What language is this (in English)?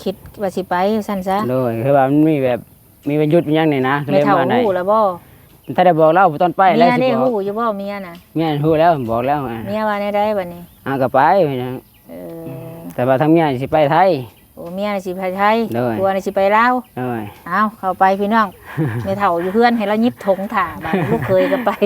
Northeastern Thai